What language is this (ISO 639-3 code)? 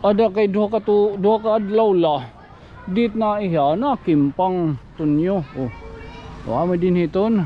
war